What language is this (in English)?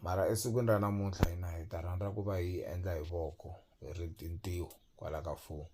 Tsonga